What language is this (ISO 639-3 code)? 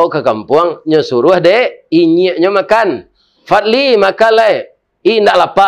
min